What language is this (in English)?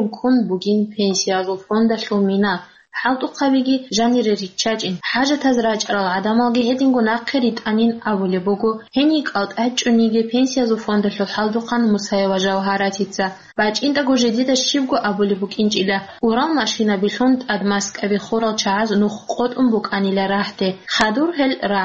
Avaric